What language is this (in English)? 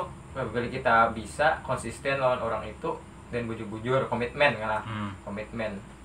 Banjar